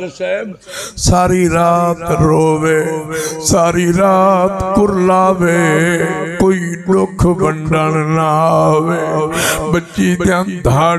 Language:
Saraiki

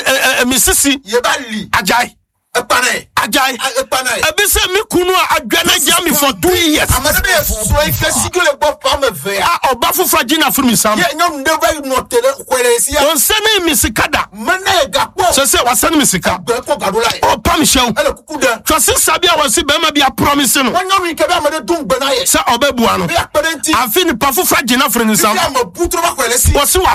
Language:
Akan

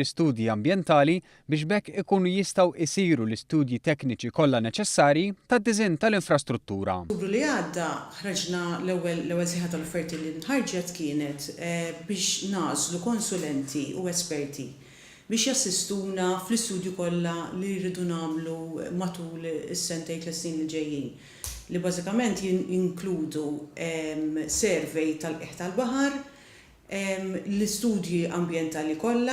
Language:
Maltese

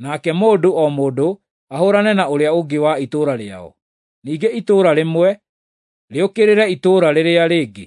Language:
Kikuyu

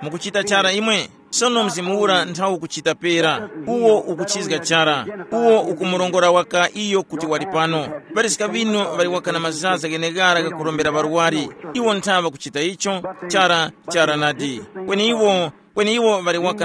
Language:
Tumbuka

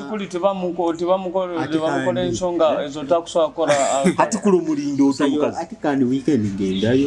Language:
Nyoro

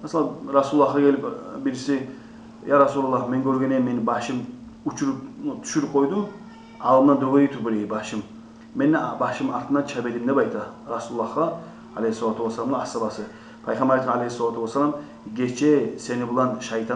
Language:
Kumyk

